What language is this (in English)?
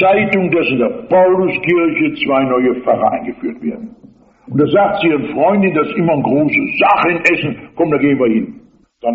German